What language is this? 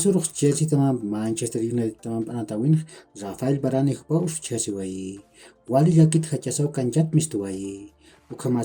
Aymara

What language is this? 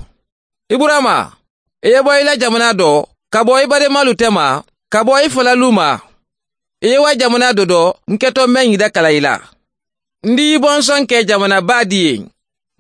Bambara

